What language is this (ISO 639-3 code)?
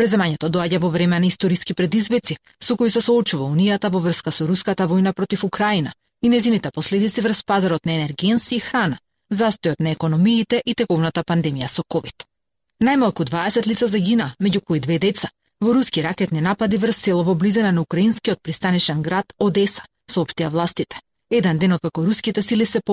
mkd